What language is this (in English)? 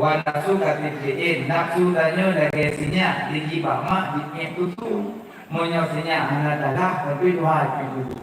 Achinese